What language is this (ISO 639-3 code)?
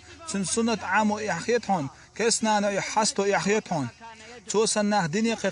che